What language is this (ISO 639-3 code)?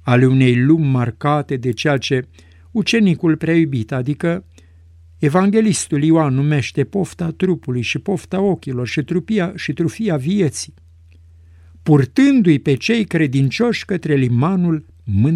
ron